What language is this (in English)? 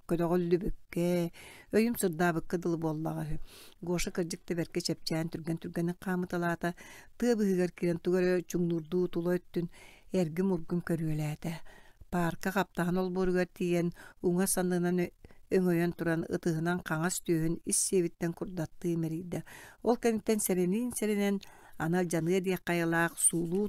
Yakut